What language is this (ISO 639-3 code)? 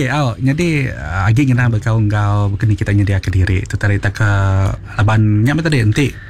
iba